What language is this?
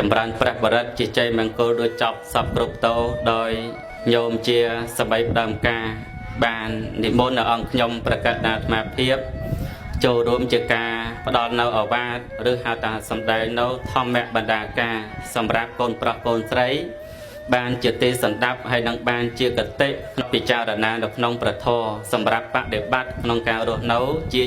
Khmer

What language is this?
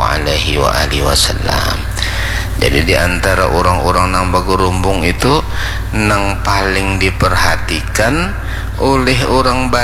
Banjar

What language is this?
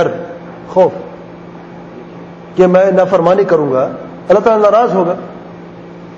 Urdu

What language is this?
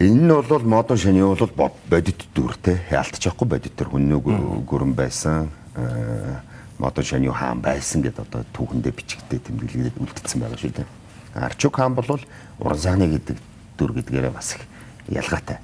Mongolian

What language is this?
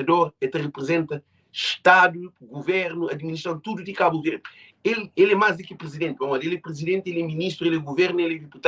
Kabuverdianu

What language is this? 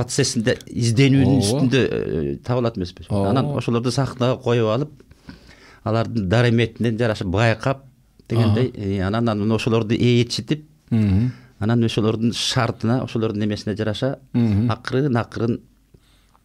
Kyrgyz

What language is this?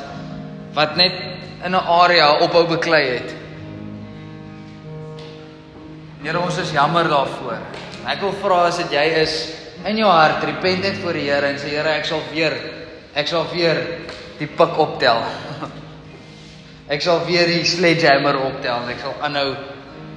Afrikaans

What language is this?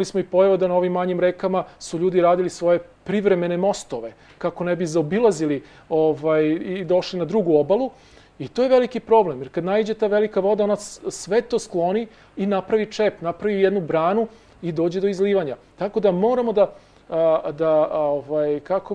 Serbian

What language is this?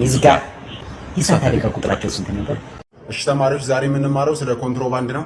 Amharic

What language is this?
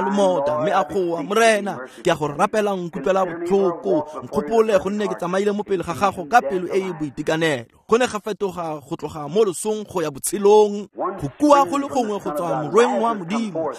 Tswana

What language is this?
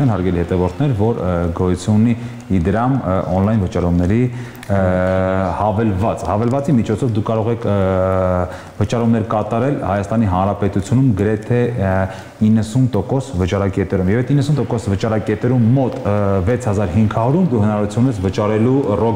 Armenian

